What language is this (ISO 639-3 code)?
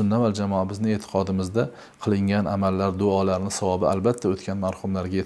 uzb